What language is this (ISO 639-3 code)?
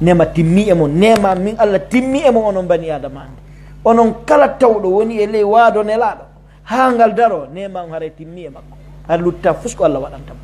fuf